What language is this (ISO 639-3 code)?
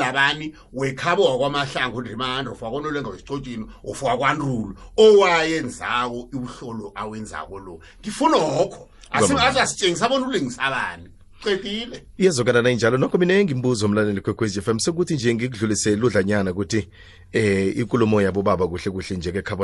nbl